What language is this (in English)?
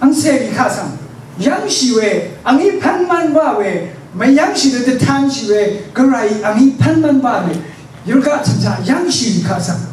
Rawang